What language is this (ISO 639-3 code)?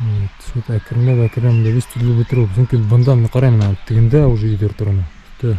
bak